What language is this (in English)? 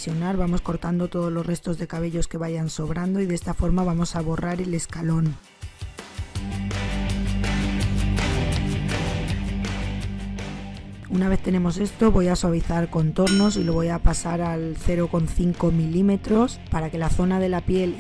Spanish